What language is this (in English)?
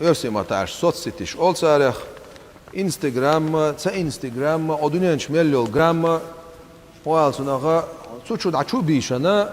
Chechen